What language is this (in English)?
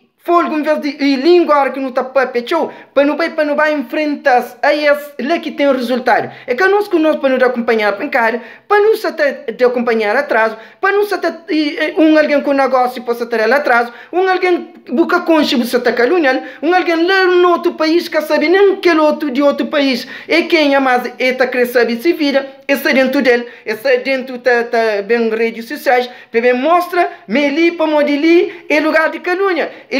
Kabuverdianu